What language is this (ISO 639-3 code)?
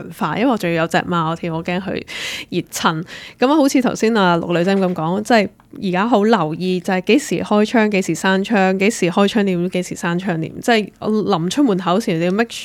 yue